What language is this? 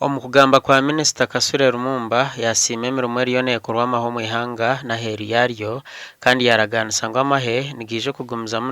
Nyankole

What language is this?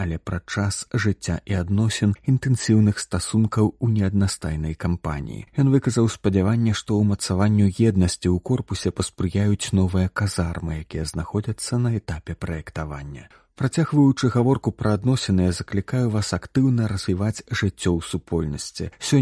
Belarusian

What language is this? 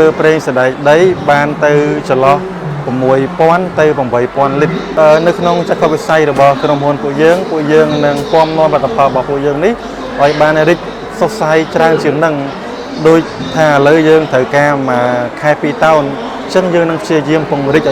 Khmer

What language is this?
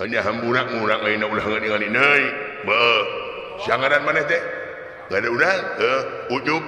Sundanese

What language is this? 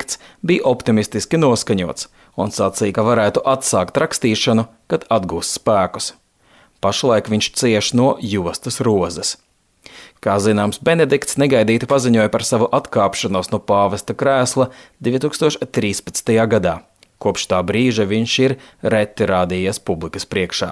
Latvian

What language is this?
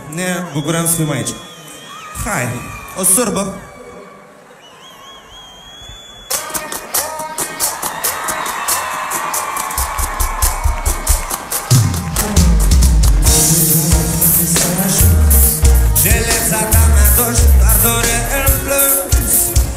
Romanian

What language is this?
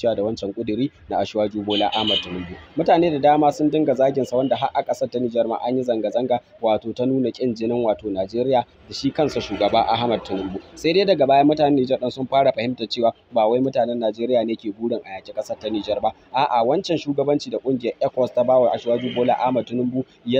Hausa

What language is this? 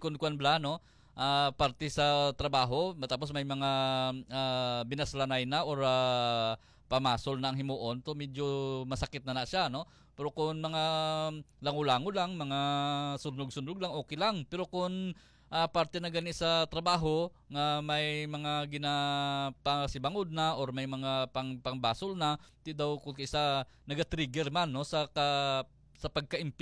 Hiligaynon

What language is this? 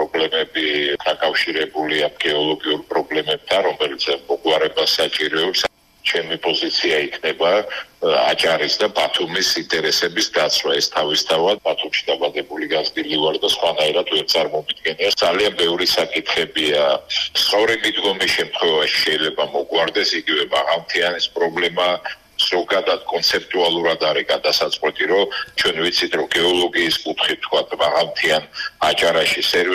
Georgian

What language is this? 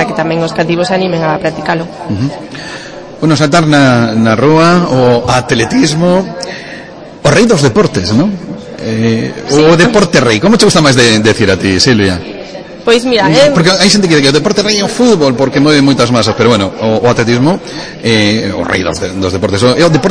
Galician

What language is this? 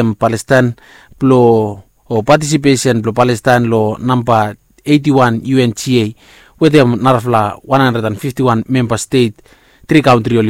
Bislama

